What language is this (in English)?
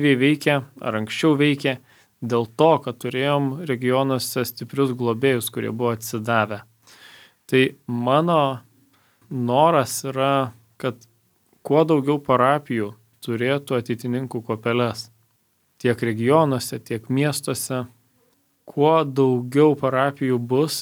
Lithuanian